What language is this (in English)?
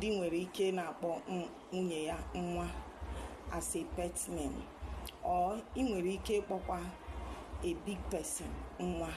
Igbo